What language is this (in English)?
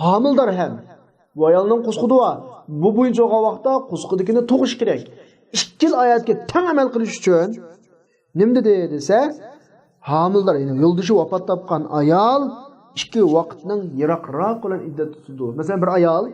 Uyghur